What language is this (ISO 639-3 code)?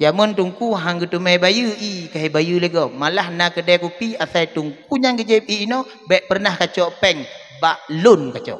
ace